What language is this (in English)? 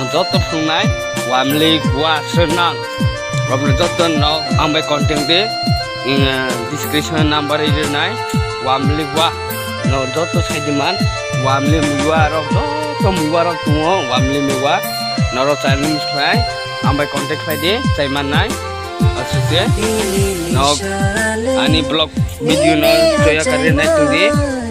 Kok Borok